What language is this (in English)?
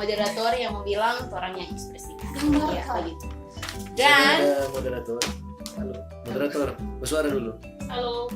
Manado Malay